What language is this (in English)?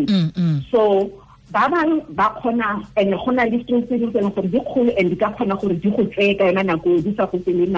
Tswana